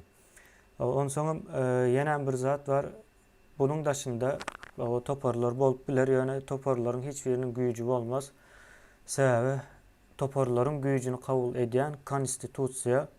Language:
Turkmen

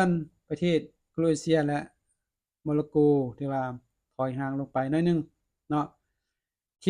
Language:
Lao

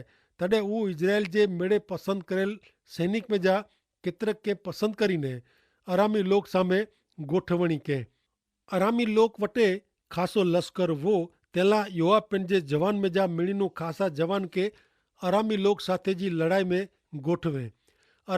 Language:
Kachhi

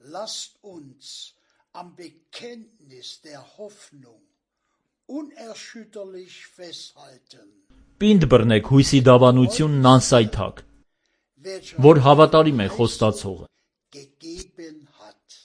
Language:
Armenian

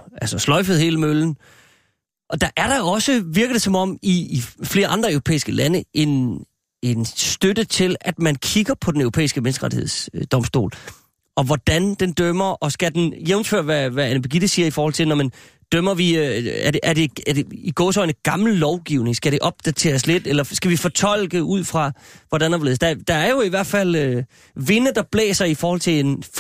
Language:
Danish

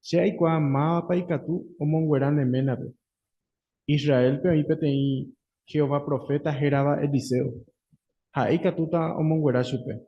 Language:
Guarani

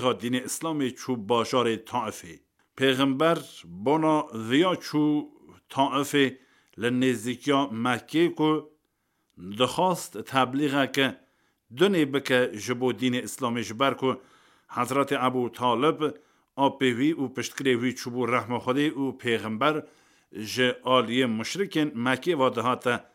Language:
Kurdish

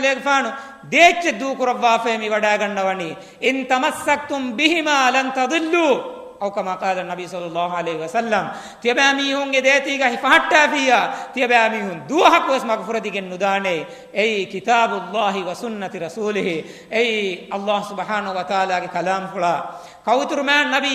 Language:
Divehi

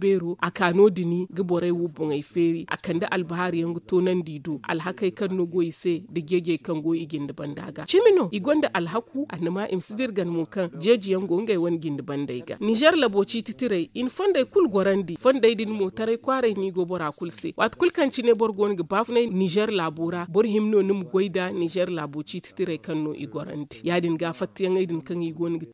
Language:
Zarma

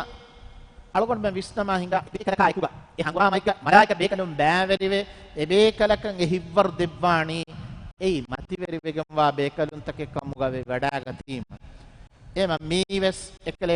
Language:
Divehi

